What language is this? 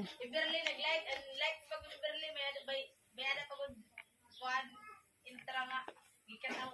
Waray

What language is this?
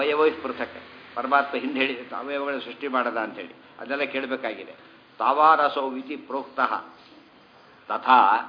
Kannada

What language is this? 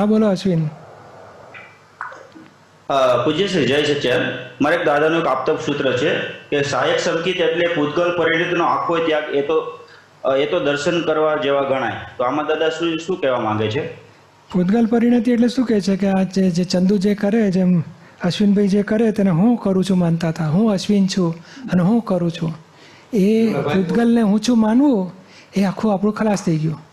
Gujarati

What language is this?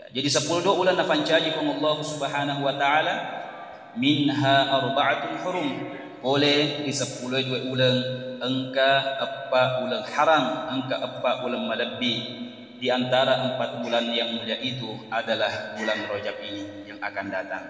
Buginese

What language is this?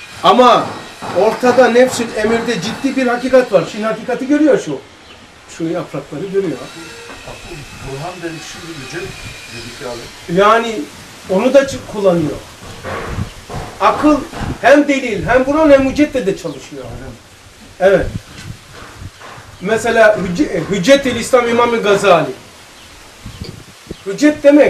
Turkish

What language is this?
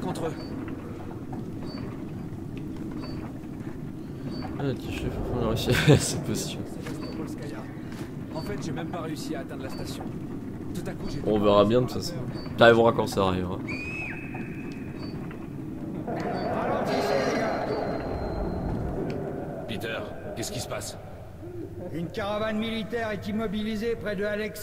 French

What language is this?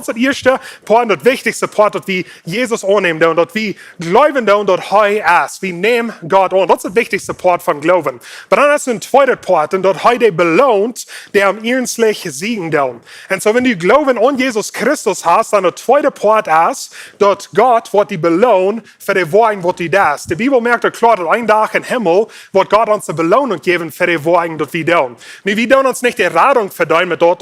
Plautdietsch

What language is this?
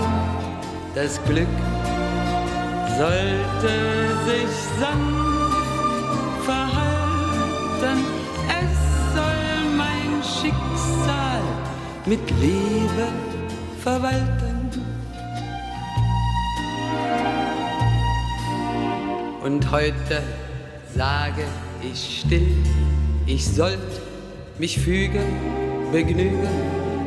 German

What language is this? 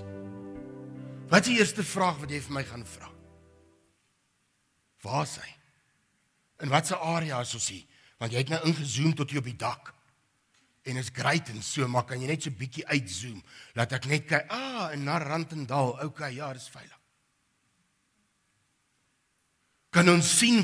Afrikaans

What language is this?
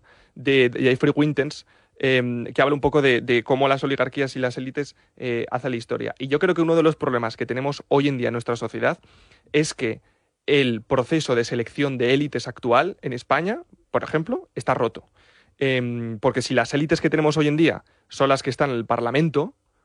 Spanish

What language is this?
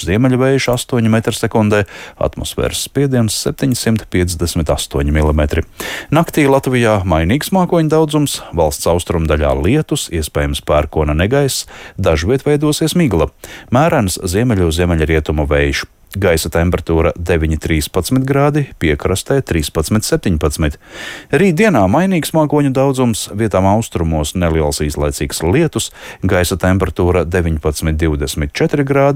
Latvian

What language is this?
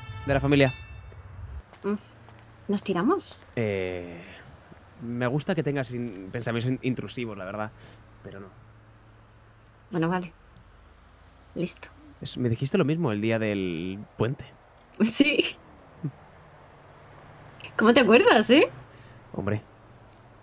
Spanish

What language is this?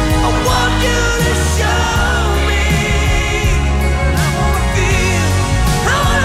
English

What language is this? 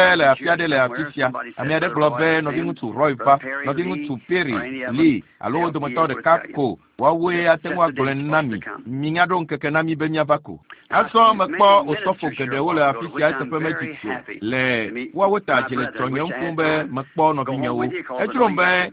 Ewe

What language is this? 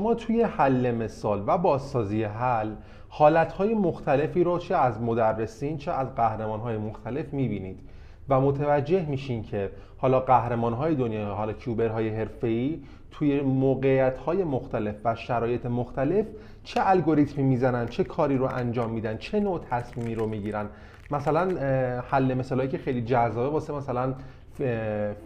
Persian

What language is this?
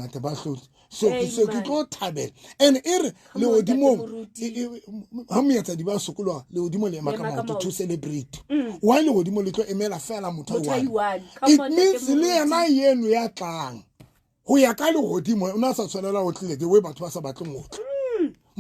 Southern Sotho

